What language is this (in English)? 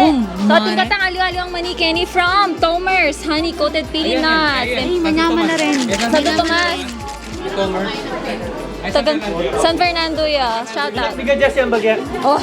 Pampanga